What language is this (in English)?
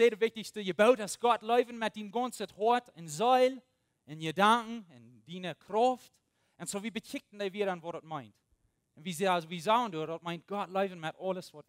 Plautdietsch